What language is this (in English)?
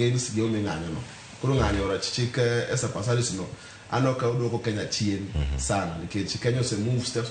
Luo (Kenya and Tanzania)